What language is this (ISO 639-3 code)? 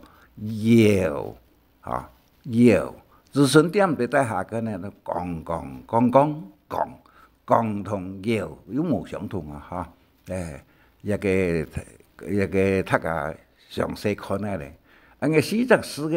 hak